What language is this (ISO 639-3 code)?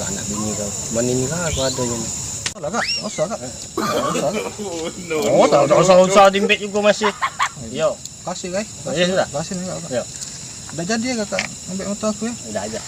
mui